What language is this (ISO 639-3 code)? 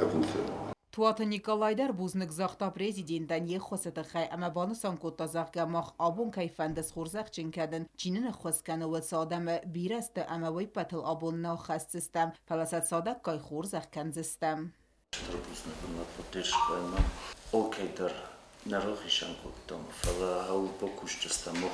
oss